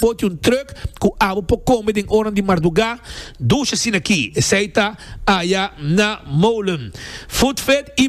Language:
Papiamento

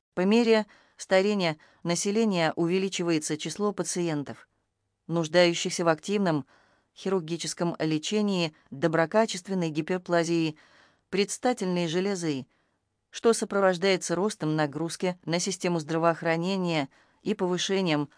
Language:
Russian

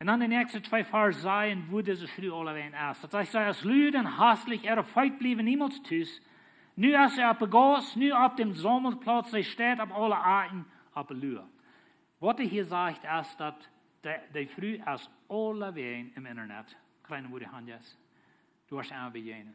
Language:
Plautdietsch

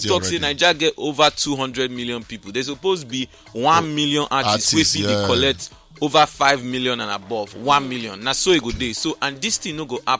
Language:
Nigerian Pidgin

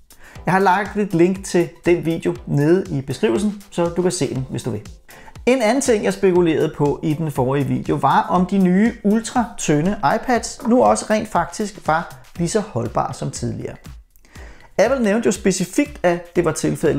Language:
Danish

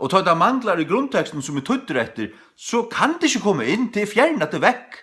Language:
Faroese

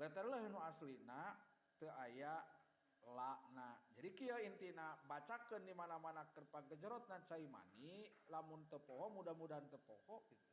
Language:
Sundanese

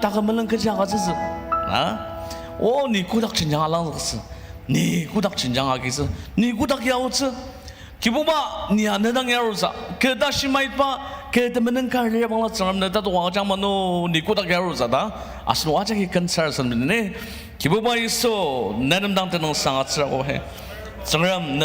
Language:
Ao Naga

